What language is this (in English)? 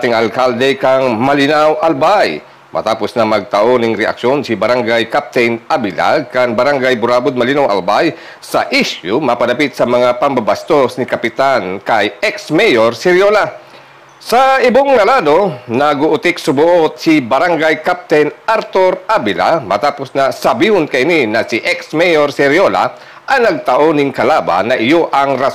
Bikol